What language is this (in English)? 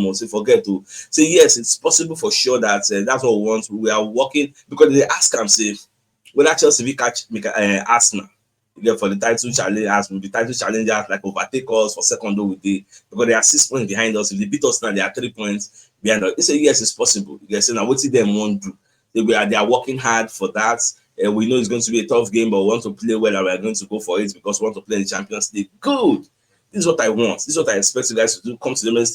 Nigerian Pidgin